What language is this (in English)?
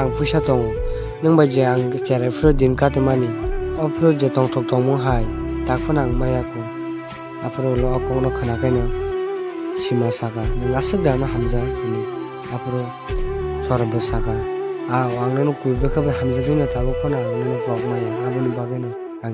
Kok Borok